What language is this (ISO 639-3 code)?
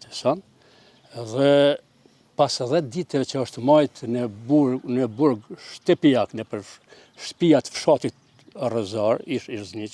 sqi